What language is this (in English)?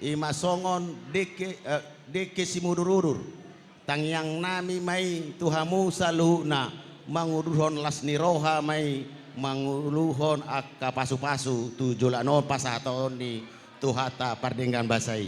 Batak Toba